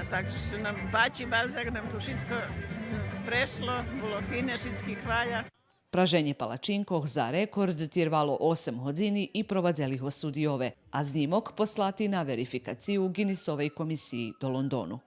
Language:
Rusyn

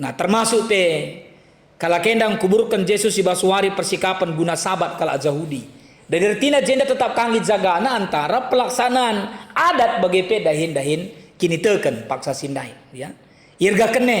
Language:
Batak Karo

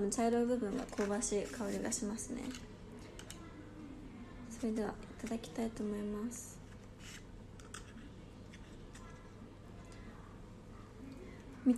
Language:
Japanese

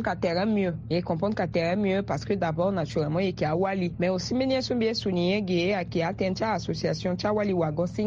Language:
Sango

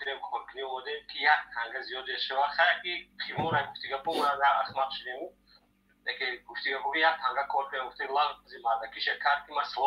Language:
Tajik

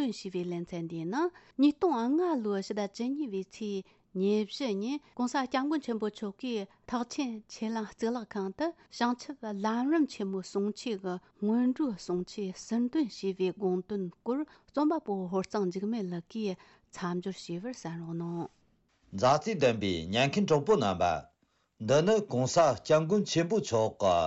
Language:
Tibetan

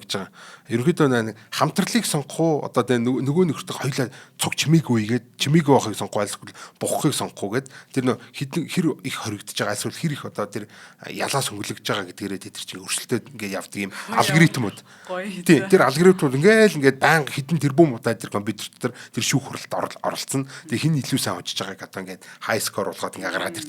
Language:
Mongolian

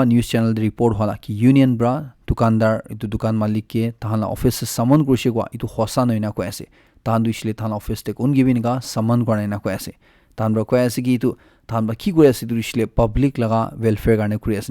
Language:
Naga Pidgin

